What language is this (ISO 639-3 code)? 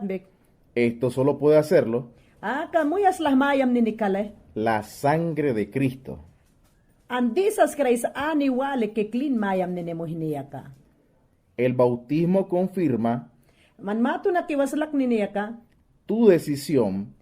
yan